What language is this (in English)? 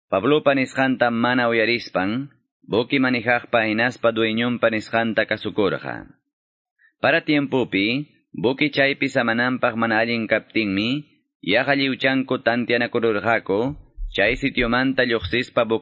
Quechua